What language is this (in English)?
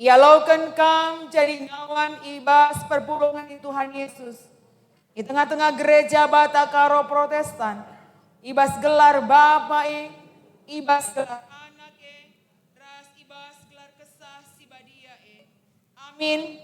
Batak Karo